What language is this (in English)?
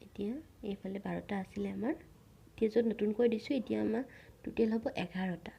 Assamese